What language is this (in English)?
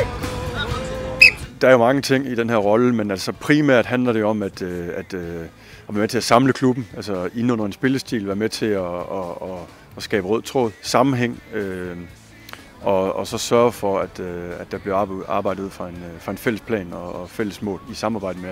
Danish